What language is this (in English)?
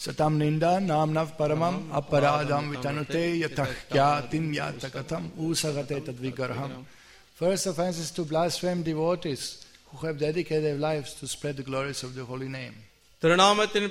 Tamil